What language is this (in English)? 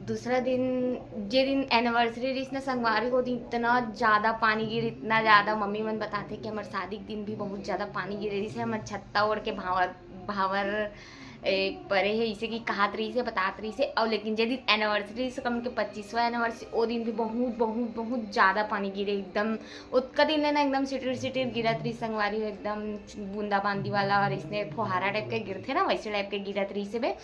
Chhattisgarhi